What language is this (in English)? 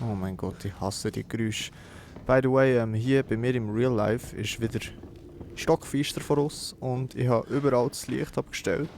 Swiss German